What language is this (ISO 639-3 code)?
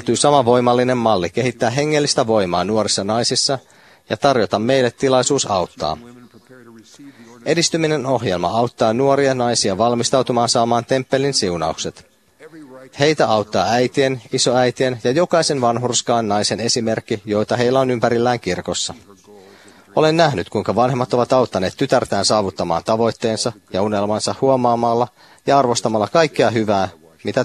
fin